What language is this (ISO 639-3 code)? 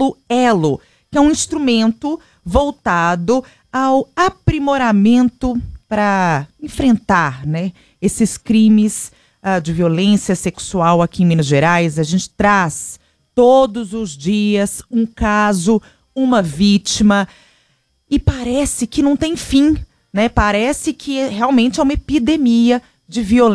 por